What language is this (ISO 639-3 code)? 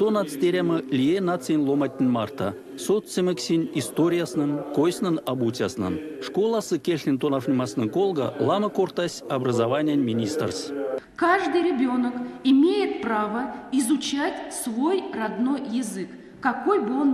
myv